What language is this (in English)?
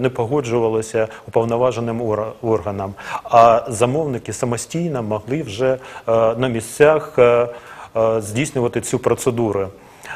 Ukrainian